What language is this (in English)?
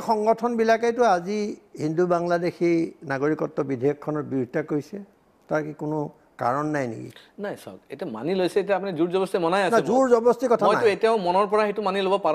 Assamese